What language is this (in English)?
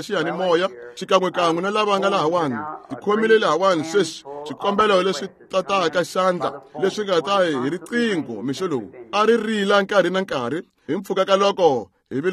Tsonga